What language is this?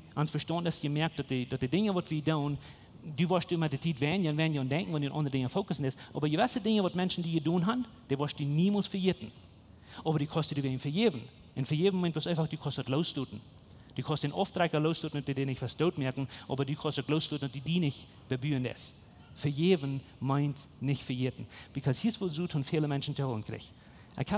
Plautdietsch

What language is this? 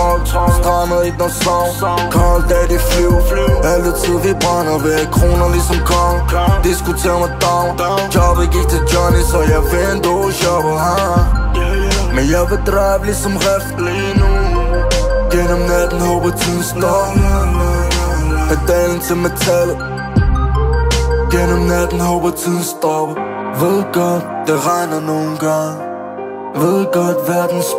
Danish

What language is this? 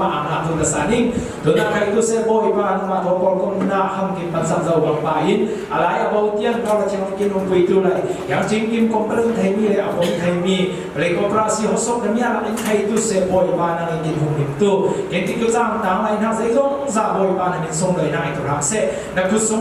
Falam Chin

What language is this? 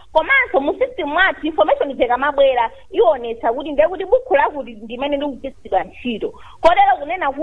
Nyanja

